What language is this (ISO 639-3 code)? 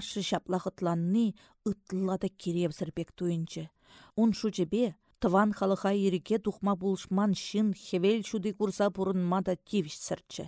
chv